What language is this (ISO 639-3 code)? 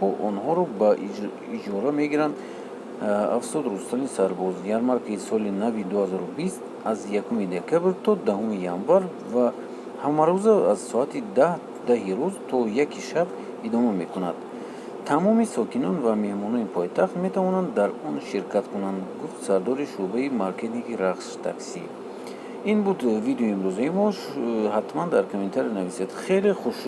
tgk